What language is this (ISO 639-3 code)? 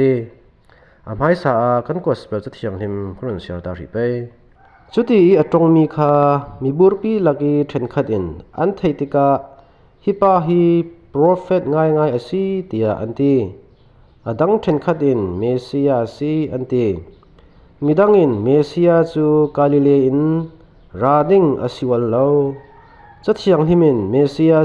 cfm